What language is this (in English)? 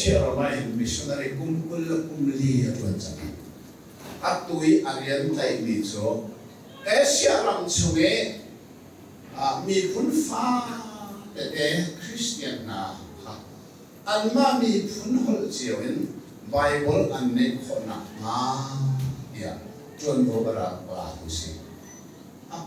Hakha Chin